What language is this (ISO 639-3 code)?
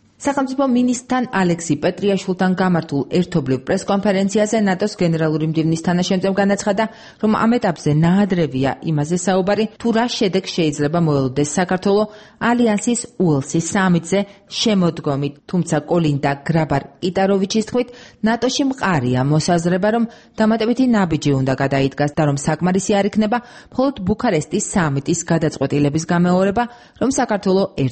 kat